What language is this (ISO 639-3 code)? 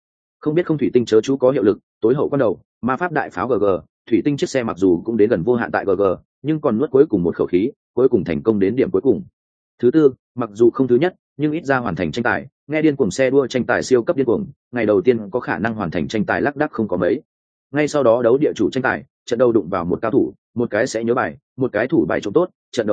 vie